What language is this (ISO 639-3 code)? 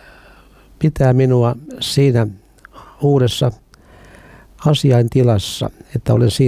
fin